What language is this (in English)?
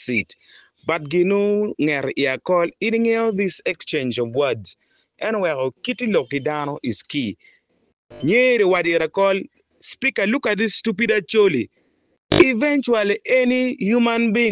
Acoli